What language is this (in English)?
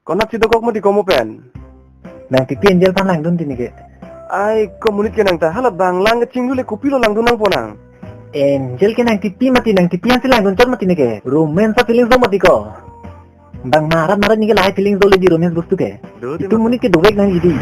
Karbi